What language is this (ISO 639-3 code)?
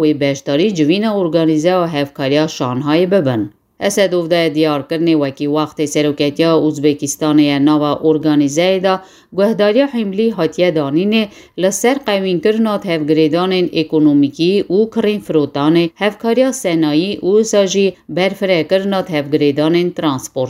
kur